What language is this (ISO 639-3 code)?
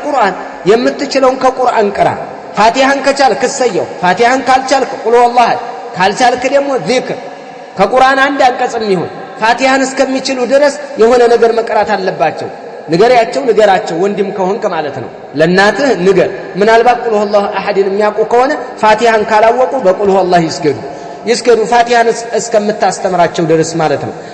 amh